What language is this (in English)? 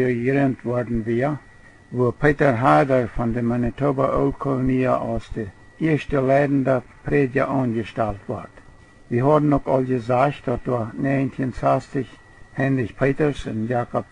Plautdietsch